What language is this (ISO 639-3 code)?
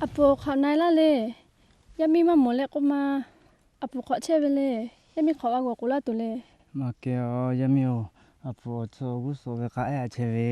lhu